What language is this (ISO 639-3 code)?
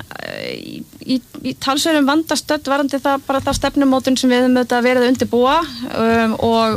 isl